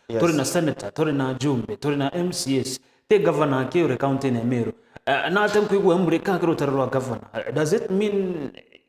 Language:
Meru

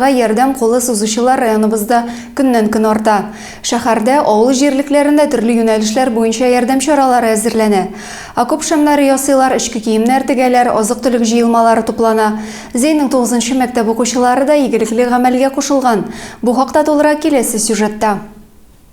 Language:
Tatar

